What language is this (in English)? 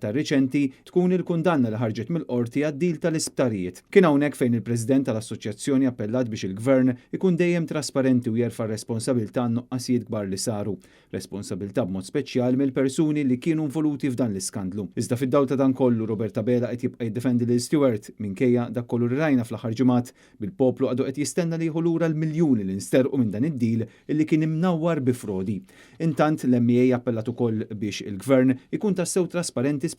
Maltese